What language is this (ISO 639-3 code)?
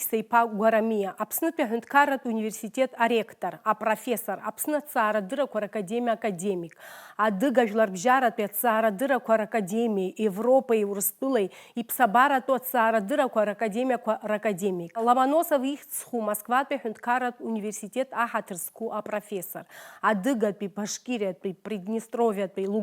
abk